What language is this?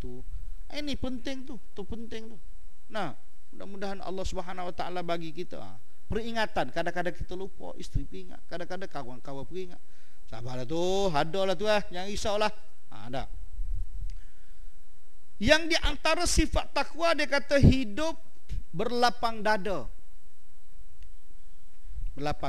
Malay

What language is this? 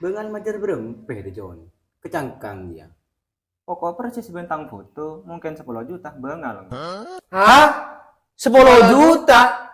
Madurese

